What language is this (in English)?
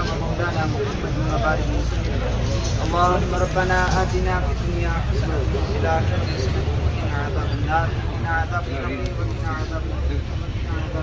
Pahari-Potwari